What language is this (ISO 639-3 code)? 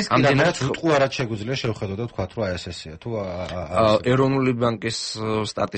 kat